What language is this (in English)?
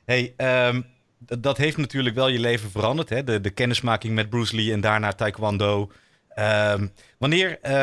Dutch